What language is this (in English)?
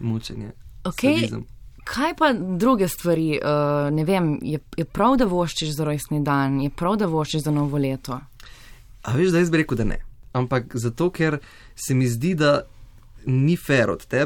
Slovenian